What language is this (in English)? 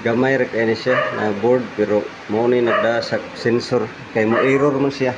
Cebuano